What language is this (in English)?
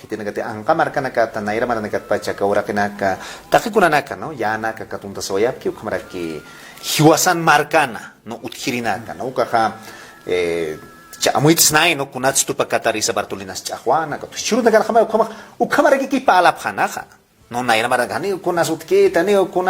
Aymara